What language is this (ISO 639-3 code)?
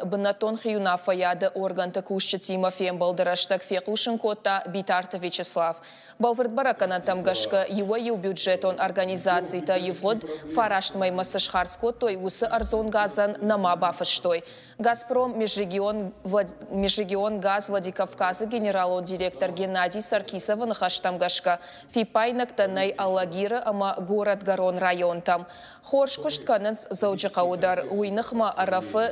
oss